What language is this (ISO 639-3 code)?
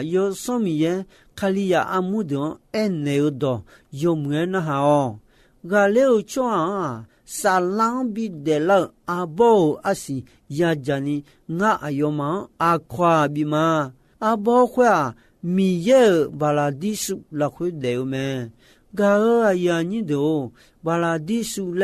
ahk